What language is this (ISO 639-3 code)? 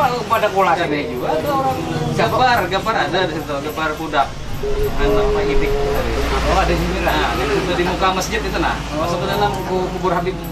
bjn